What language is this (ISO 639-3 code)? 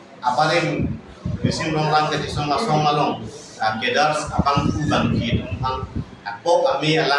mjw